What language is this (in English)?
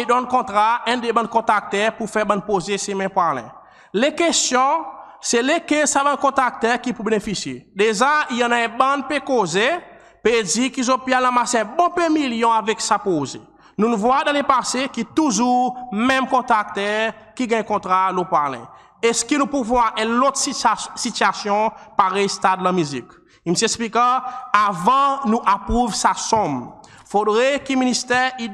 Seselwa Creole French